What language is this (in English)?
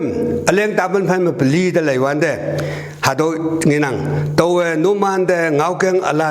Konyak Naga